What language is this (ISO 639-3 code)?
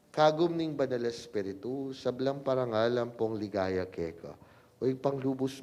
pam